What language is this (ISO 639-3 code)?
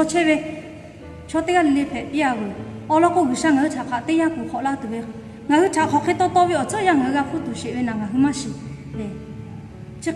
lhu